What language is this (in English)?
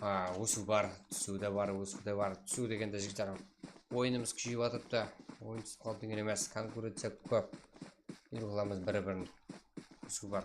Kara-Kalpak